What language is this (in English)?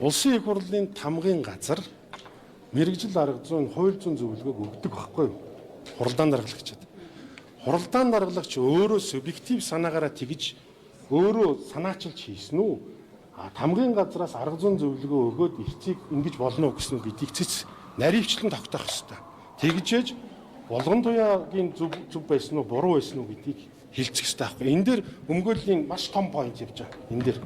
Mongolian